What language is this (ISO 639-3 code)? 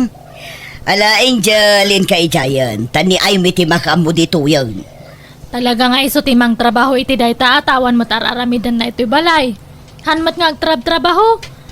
ilo